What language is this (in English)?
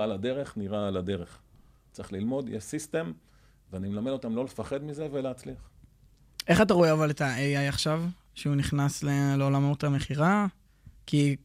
Hebrew